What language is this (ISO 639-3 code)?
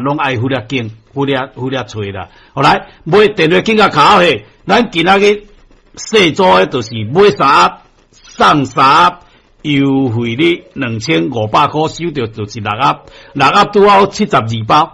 nan